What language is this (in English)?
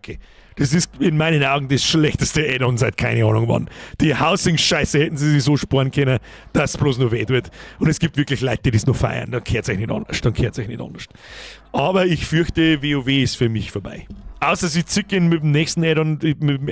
Bavarian